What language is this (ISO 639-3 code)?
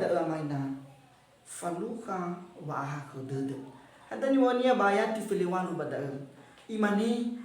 nia